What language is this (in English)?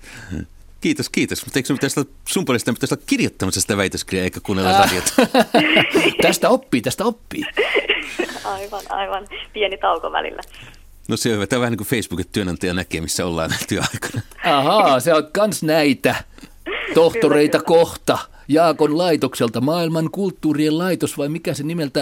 Finnish